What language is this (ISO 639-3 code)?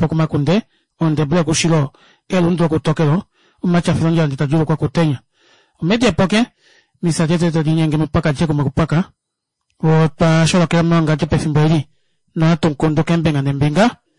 kua